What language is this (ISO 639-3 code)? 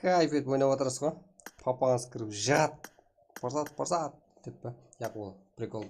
kaa